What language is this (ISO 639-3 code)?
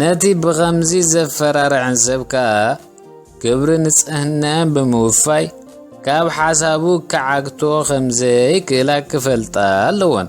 tir